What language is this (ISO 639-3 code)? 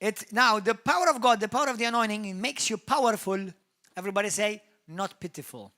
eng